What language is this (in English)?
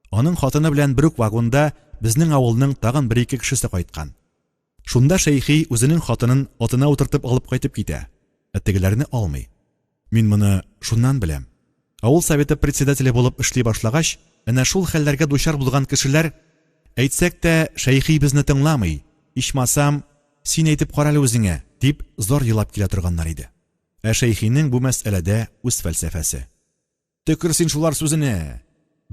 Tatar